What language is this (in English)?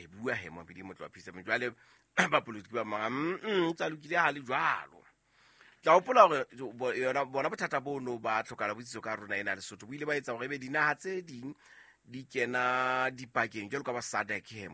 Southern Sotho